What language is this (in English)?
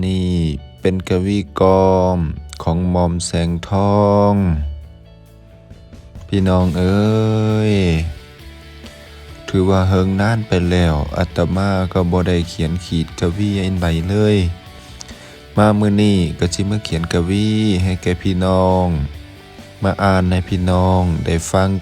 Lao